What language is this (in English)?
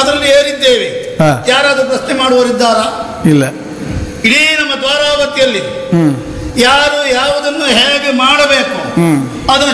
Kannada